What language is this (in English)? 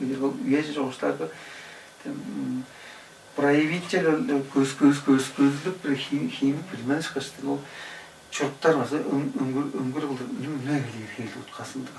Tuvinian